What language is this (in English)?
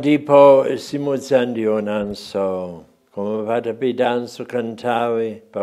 Nyanja